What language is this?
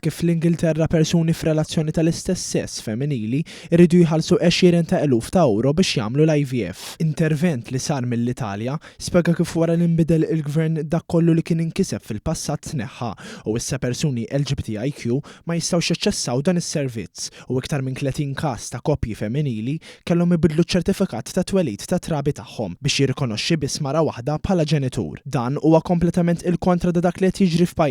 Maltese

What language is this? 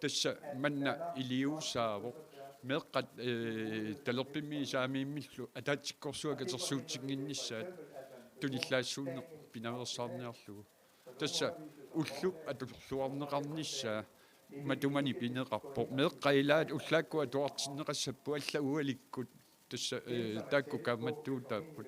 Kalaallisut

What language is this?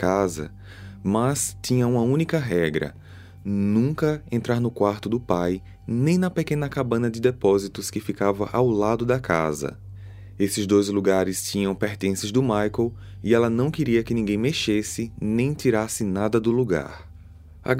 Portuguese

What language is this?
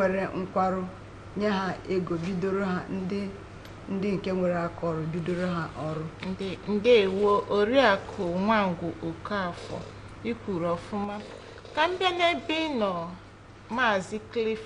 Igbo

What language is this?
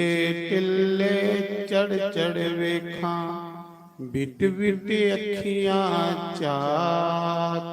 Dogri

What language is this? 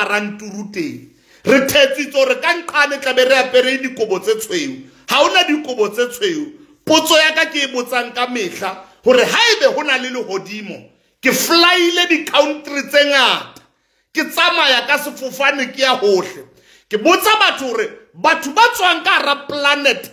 Southern Sotho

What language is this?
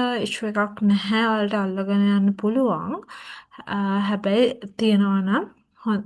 Sinhala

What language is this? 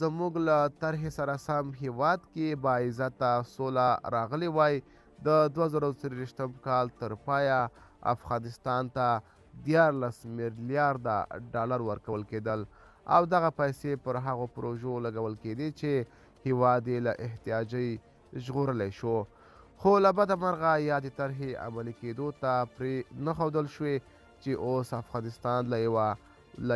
Pashto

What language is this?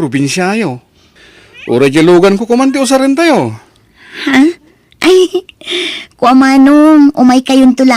Iloko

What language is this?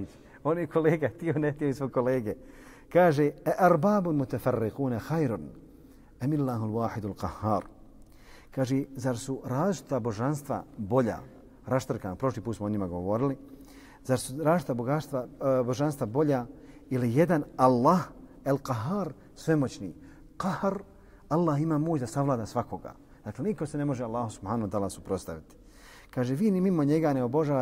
Bosnian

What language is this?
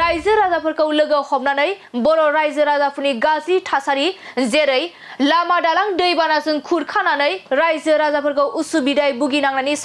Bodo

